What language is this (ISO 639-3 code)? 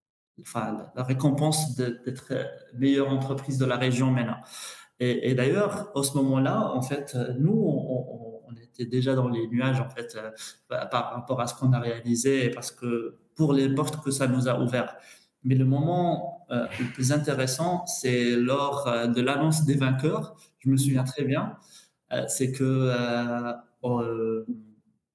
fra